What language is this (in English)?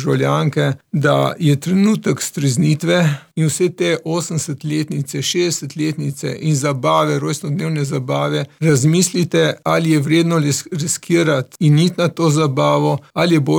Slovenian